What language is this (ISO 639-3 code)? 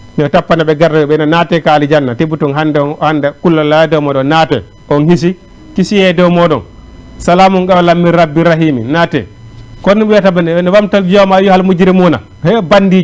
ful